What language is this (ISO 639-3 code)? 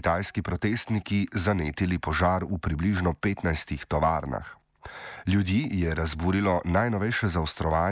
slv